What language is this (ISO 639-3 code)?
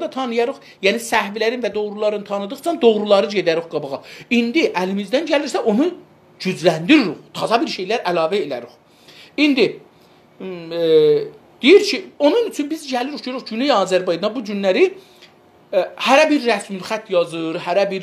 azb